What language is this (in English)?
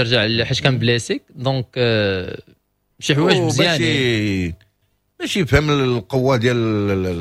Moroccan Arabic